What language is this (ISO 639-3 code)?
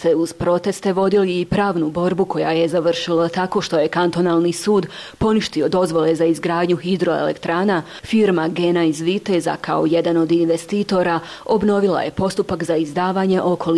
bos